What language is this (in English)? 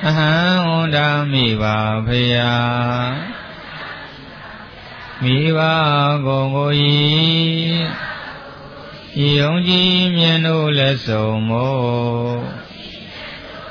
Burmese